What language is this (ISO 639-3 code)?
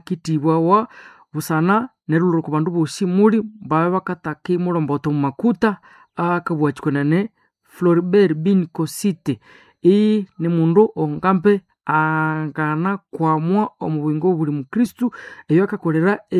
nnb